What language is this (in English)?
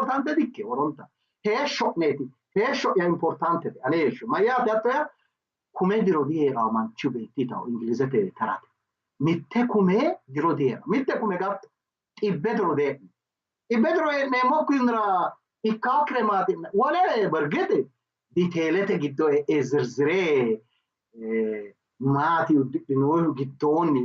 Sidamo